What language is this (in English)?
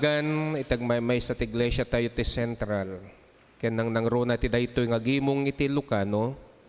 Iloko